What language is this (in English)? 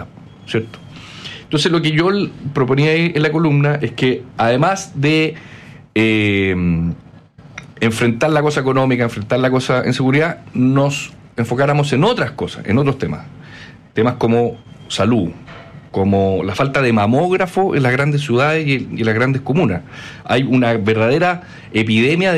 Spanish